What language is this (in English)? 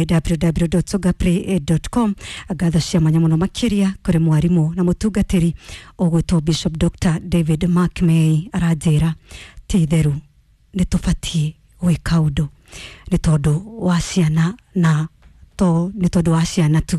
Kikuyu